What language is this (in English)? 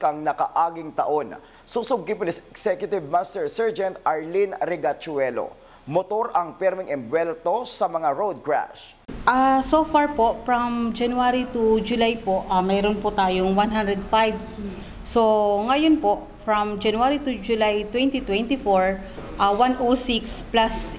Bikol